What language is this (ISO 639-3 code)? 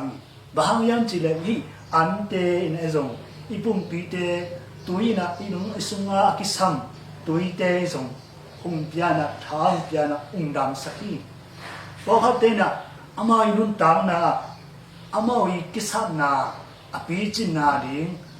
ctd